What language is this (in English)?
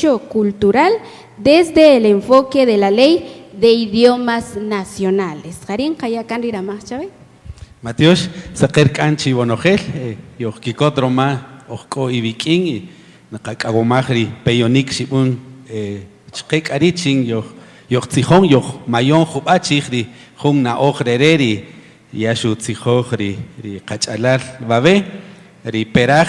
Kaqchikel